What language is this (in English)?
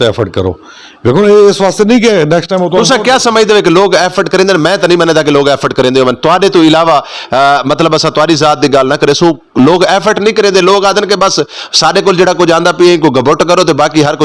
Western Panjabi